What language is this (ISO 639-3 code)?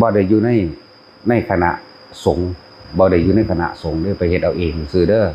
tts